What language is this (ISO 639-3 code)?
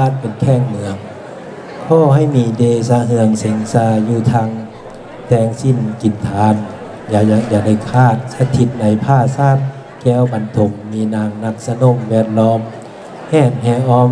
lao